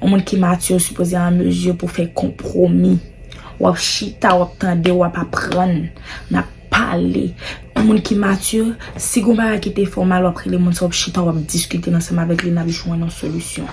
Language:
Haitian Creole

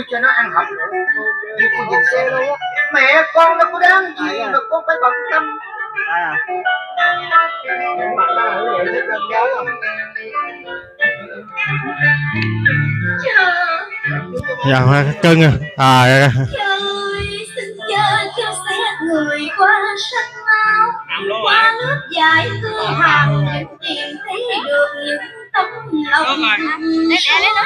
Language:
Vietnamese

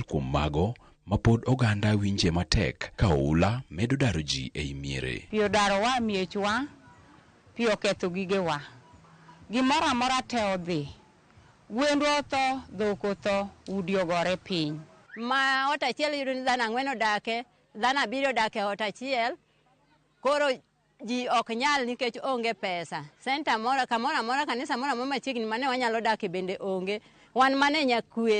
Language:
Luo (Kenya and Tanzania)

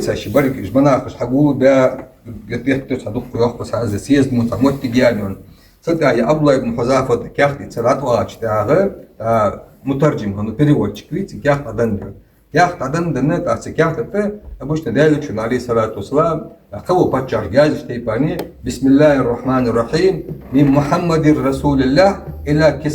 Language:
Ingush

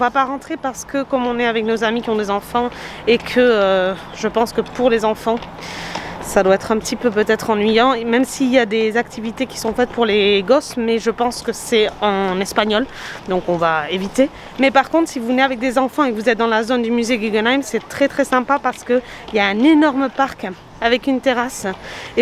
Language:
French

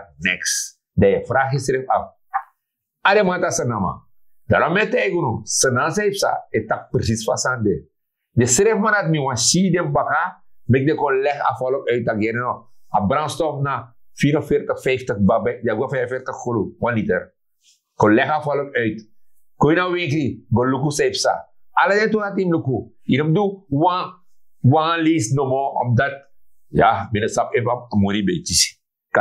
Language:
Sranan Tongo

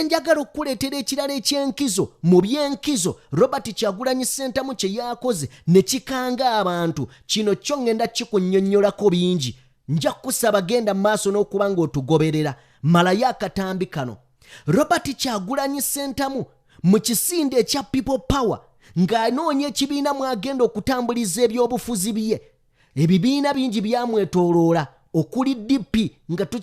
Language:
Ganda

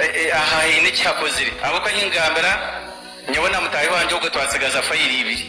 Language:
Nyankole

